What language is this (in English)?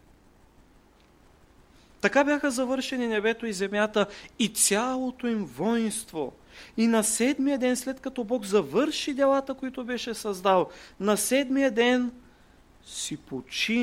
Bulgarian